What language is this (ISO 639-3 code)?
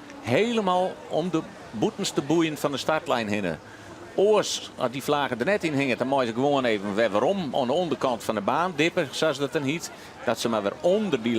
fry